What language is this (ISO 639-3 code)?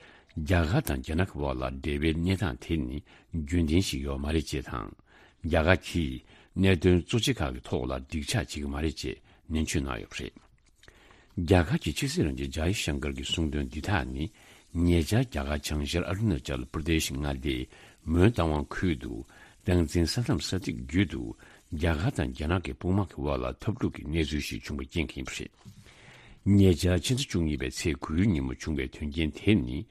bod